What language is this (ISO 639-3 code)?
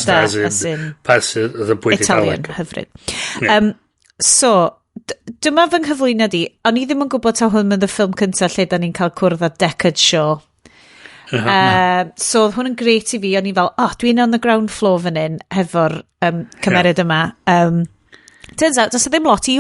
cym